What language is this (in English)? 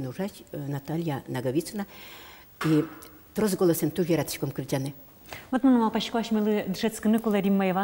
Udmurt